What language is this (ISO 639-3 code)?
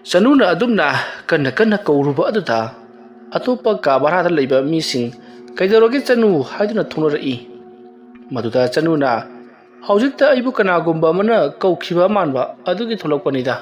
mni